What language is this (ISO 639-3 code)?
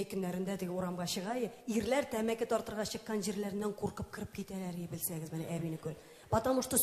tat